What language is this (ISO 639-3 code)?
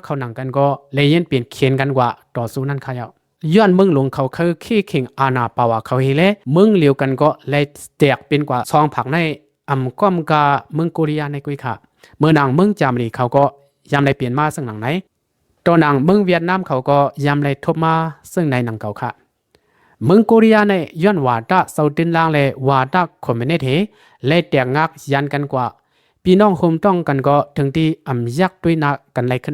lao